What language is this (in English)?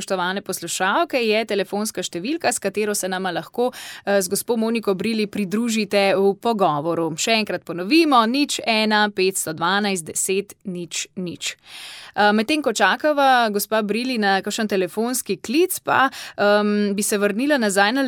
Slovenian